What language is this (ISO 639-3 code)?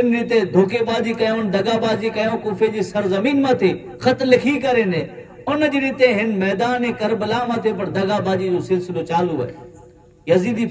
kfr